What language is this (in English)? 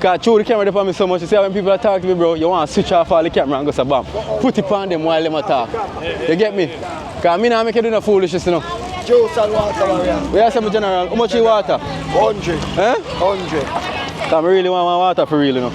Jamaican Creole English